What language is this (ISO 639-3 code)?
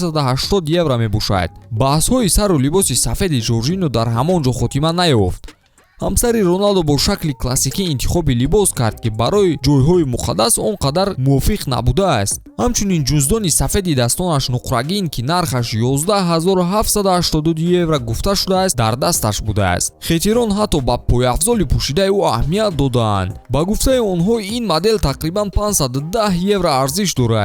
tgk